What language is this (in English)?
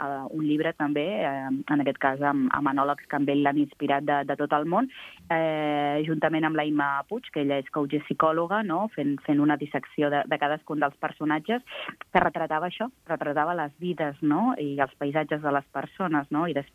Catalan